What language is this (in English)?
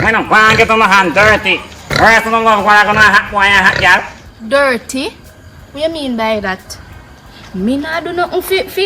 Jamaican Creole English